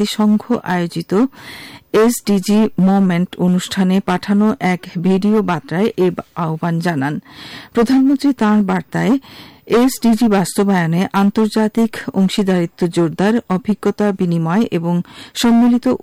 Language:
Bangla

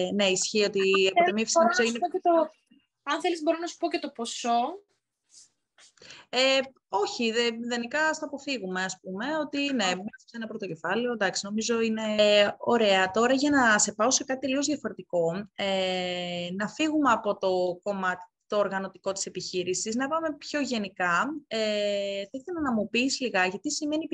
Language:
Greek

